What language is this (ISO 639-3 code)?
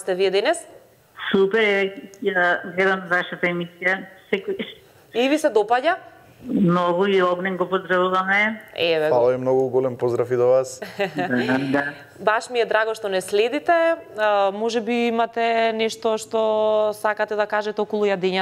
mkd